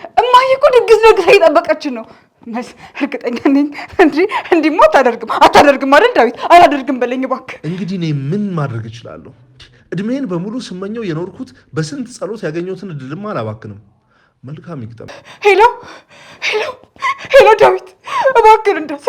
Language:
Amharic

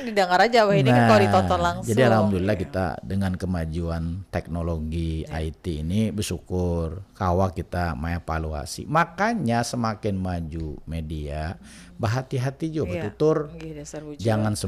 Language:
Banjar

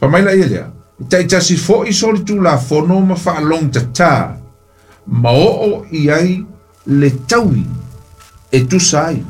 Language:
Samoan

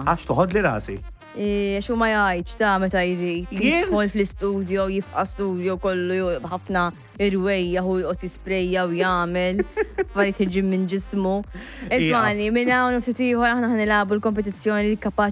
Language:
Maltese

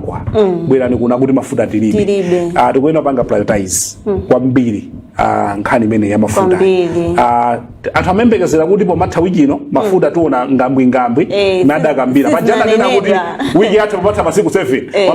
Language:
Nyanja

